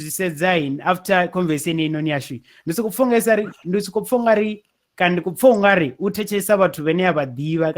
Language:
Venda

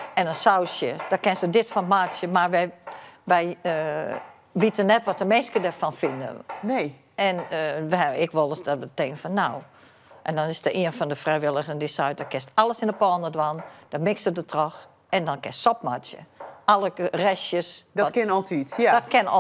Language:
Western Frisian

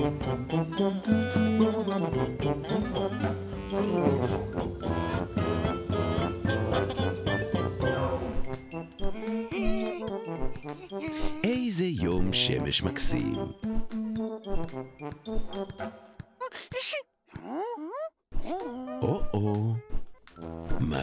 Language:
Hebrew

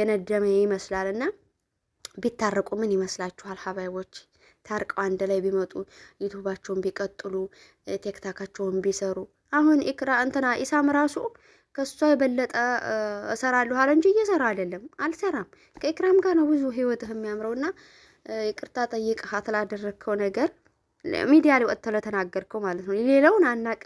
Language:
Amharic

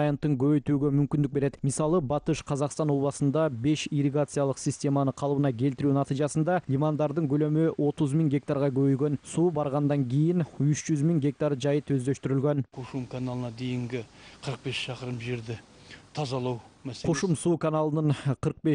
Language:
Kyrgyz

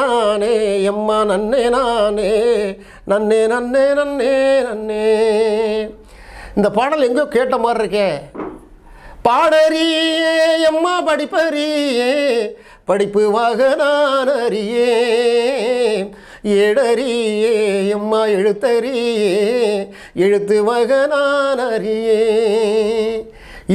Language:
Tamil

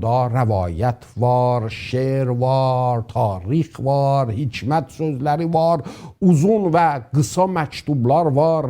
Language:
South Azerbaijani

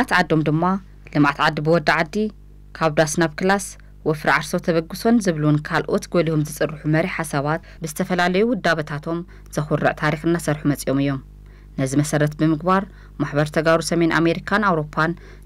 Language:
Tigrinya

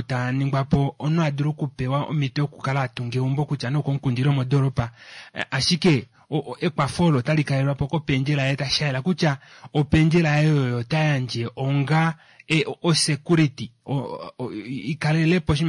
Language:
Kuanyama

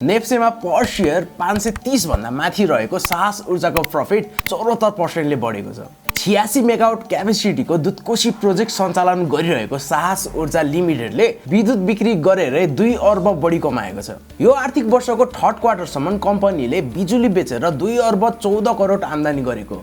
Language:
Nepali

